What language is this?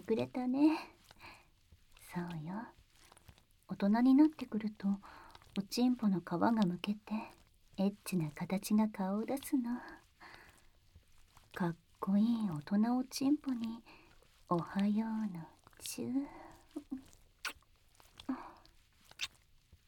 Japanese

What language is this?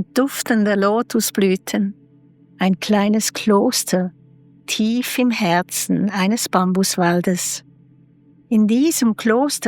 Swiss German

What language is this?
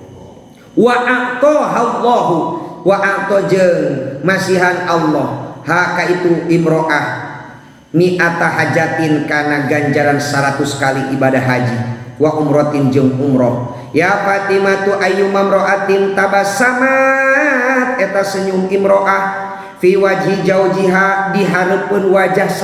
Sundanese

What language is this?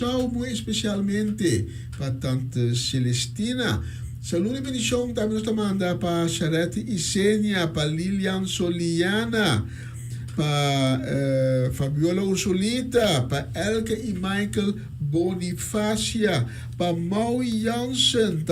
Papiamento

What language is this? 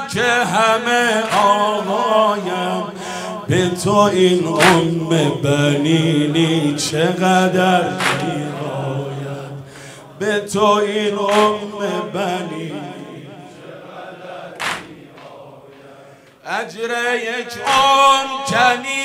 Persian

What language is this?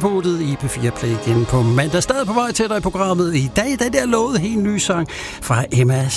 Danish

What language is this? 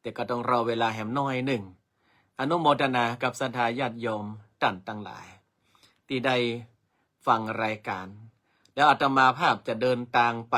Northern Thai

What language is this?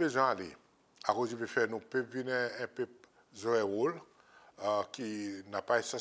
Seselwa Creole French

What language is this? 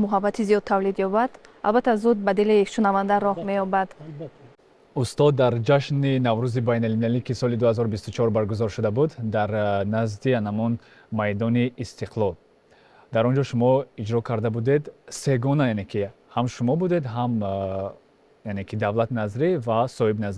Tajik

